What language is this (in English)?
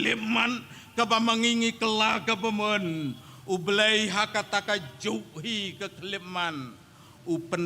Khasi